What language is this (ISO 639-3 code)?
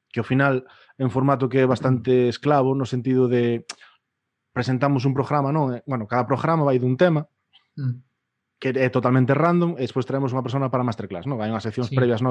glg